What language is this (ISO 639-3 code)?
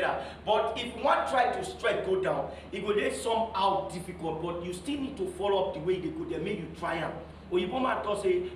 pcm